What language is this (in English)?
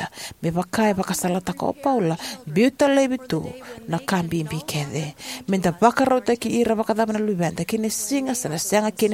Fijian